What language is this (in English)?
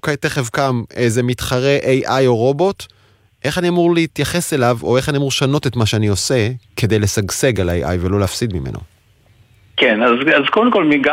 Hebrew